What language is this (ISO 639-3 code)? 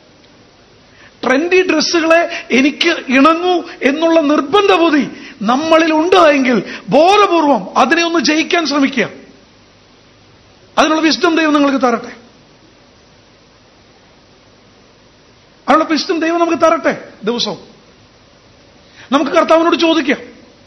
mal